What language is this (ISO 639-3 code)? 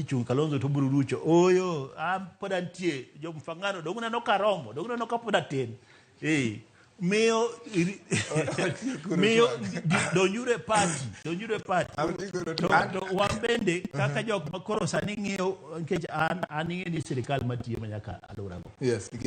luo